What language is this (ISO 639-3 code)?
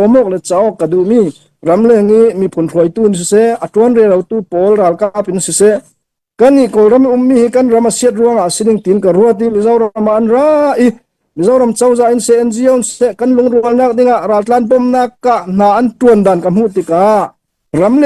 cfm